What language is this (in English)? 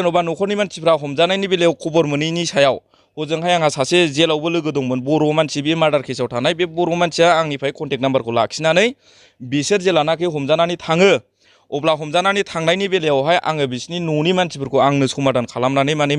Bodo